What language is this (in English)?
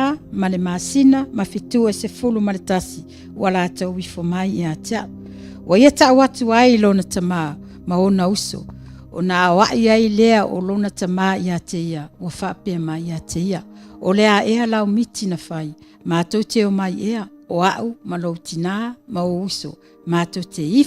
Samoan